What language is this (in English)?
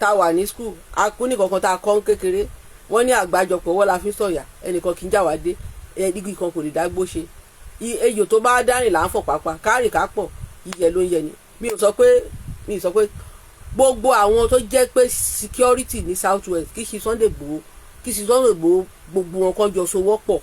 Yoruba